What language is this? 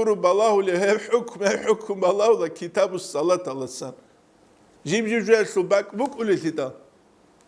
Avaric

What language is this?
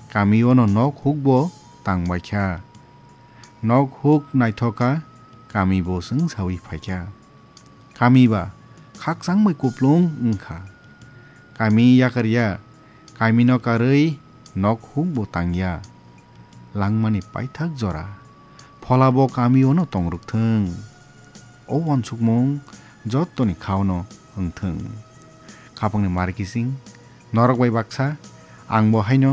Kok Borok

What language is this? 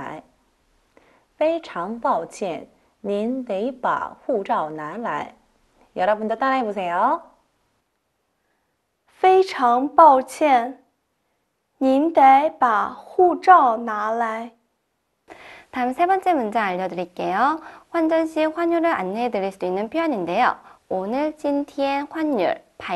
Korean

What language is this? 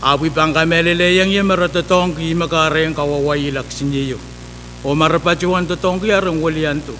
Pohnpeian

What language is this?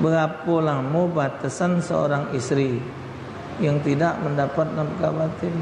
Musi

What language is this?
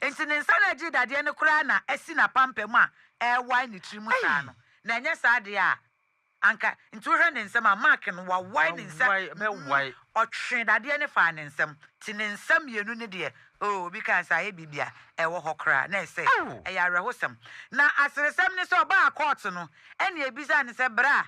Akan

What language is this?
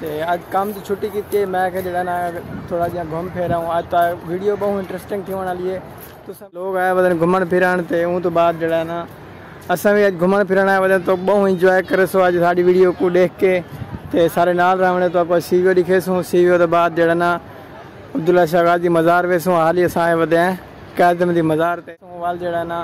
Saraiki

